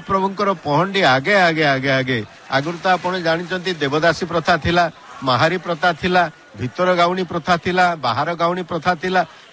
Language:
Odia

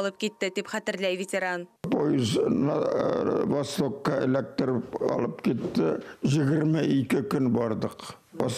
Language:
Bashkir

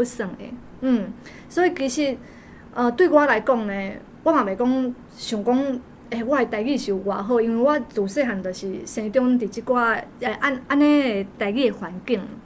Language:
Min Nan Chinese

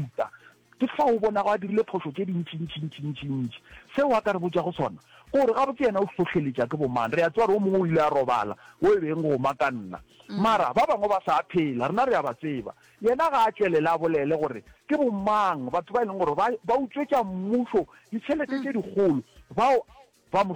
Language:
Northern Sotho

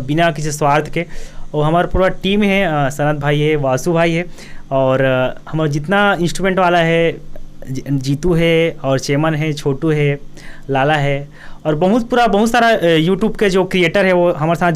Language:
Chhattisgarhi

